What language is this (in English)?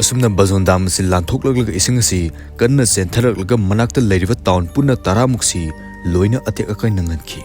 Manipuri